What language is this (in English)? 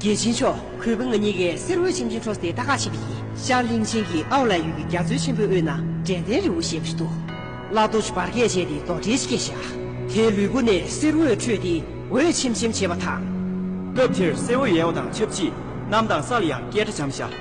Tibetan